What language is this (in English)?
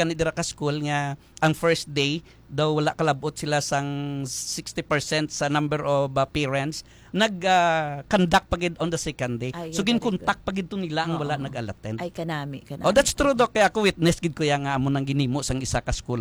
Hiligaynon